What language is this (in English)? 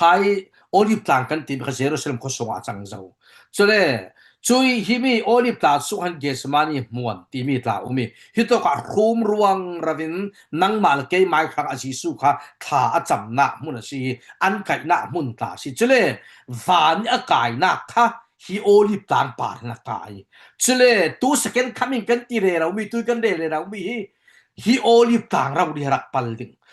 Falam Chin